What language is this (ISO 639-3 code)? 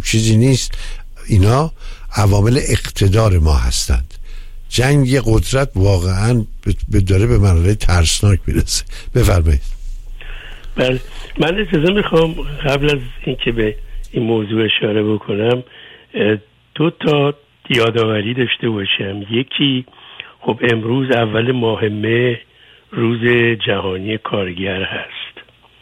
fas